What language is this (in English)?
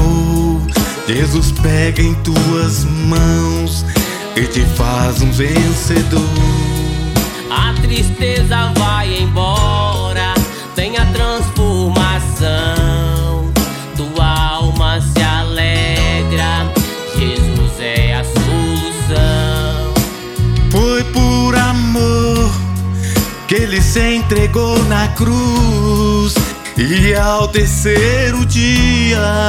Portuguese